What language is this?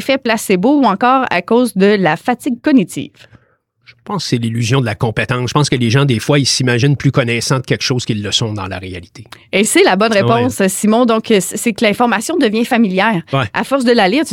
French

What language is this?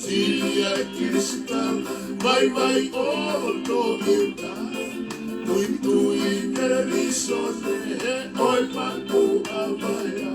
Tongan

